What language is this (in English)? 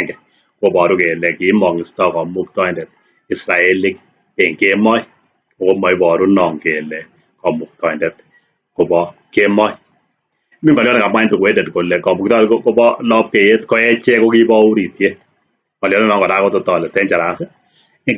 Kalenjin